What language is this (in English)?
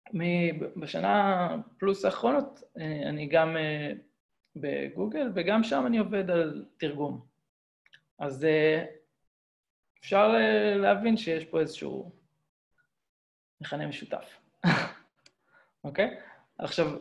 Hebrew